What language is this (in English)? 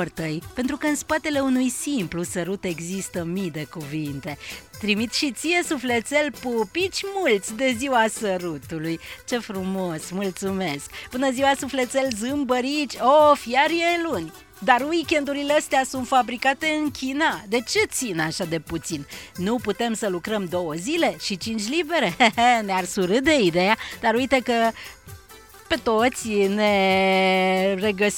Romanian